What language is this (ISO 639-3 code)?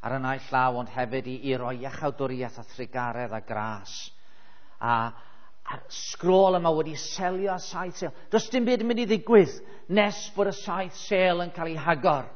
cym